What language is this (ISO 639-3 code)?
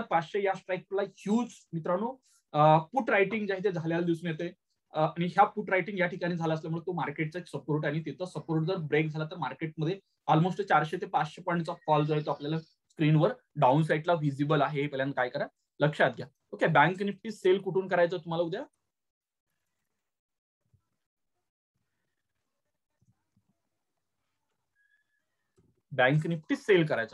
mar